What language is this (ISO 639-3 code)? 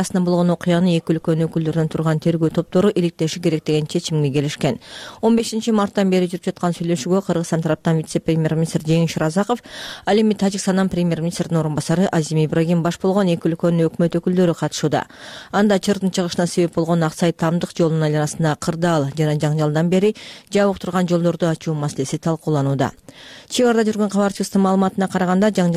kir